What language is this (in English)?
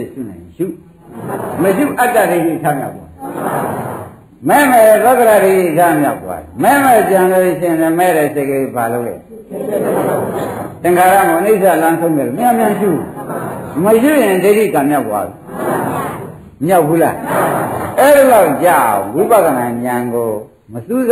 Burmese